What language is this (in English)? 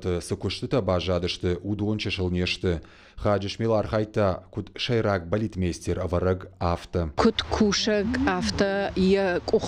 Ossetic